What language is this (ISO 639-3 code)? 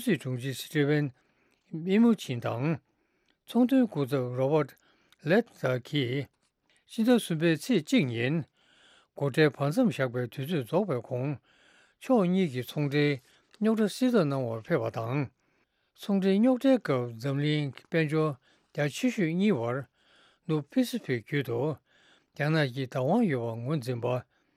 bod